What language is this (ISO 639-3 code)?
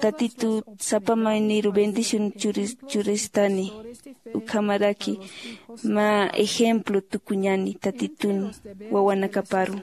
aym